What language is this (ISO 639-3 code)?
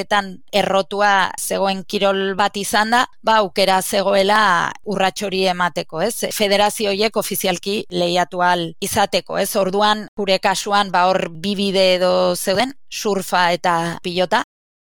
eus